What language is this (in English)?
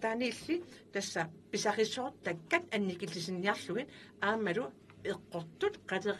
Kalaallisut